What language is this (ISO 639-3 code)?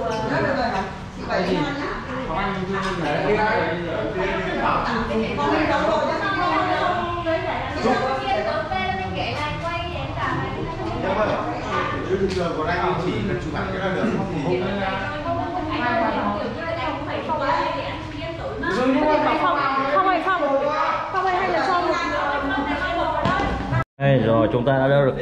vie